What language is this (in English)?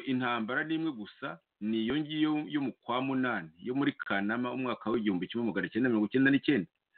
Kinyarwanda